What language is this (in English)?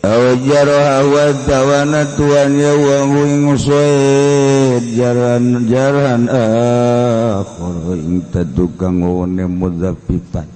Sundanese